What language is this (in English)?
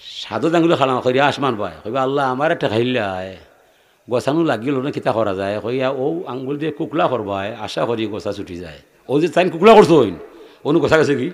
Sylheti